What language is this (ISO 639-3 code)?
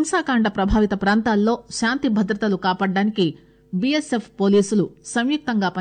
tel